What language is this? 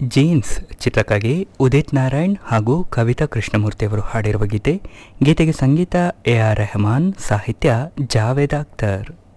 Kannada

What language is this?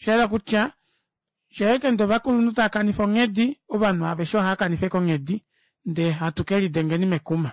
Kuanyama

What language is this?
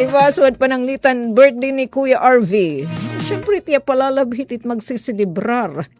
Waray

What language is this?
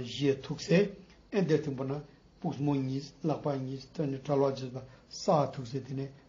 Ladakhi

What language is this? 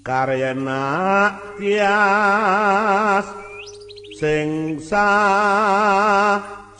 Javanese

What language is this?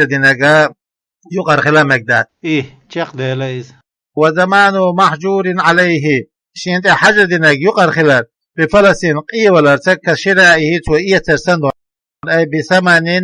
Chechen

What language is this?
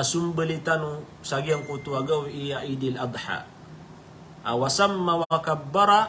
Maranao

